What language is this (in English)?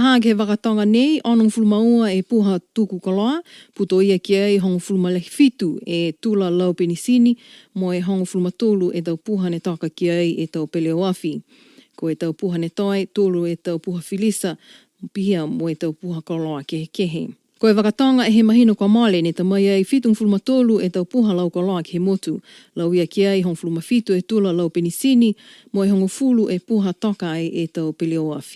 Niuean